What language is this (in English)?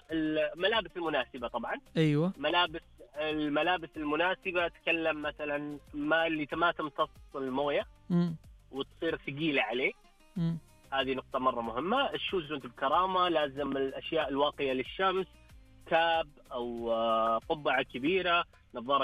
Najdi Arabic